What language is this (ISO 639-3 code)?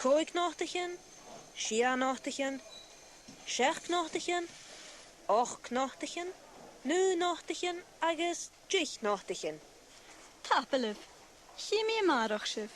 gla